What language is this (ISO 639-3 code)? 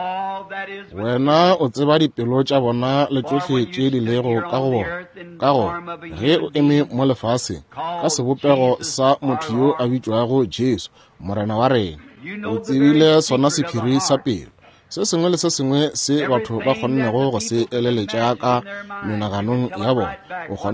nso